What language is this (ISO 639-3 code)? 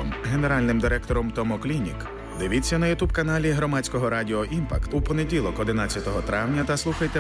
ukr